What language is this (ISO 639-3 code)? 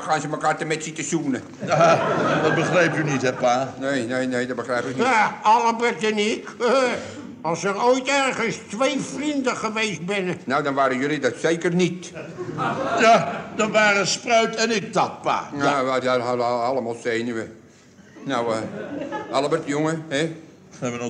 nld